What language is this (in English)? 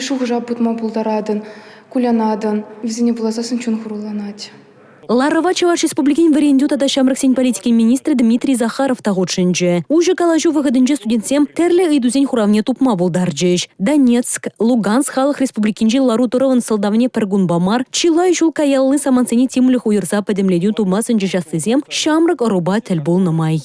Chuvash